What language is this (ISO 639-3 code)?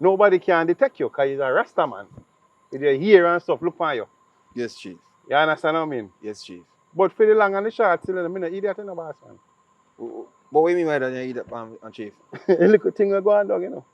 jam